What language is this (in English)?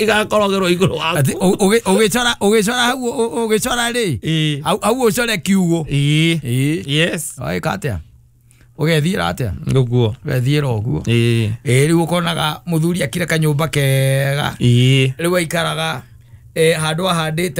Kikuyu